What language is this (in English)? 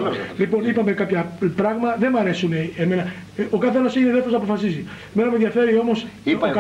Greek